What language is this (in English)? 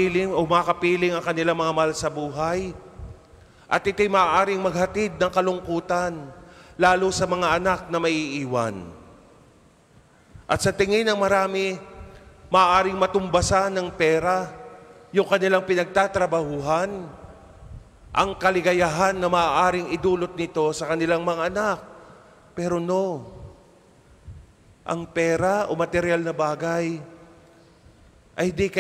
Filipino